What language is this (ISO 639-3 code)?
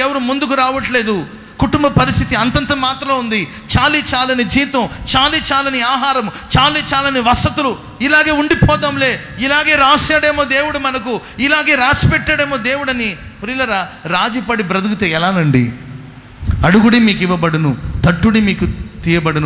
tel